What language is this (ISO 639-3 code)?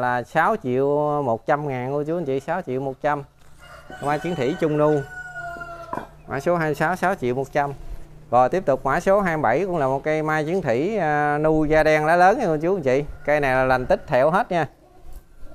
vie